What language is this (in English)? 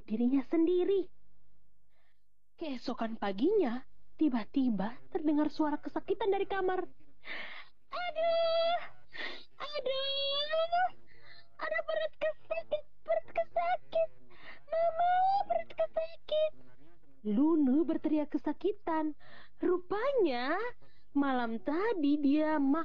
Indonesian